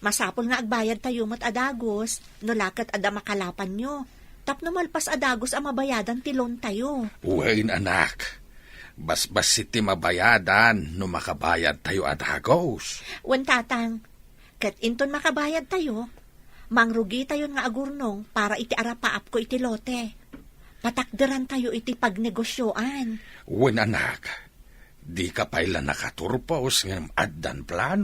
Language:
Iloko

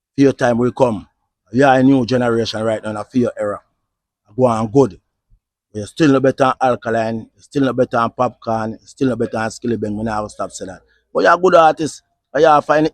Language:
Jamaican Creole English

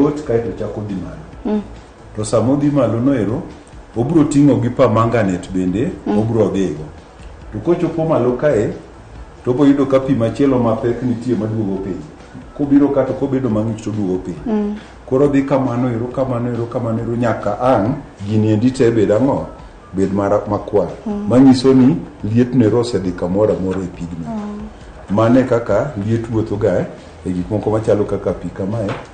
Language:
Luo (Kenya and Tanzania)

